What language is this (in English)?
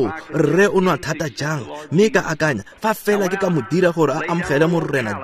Tswana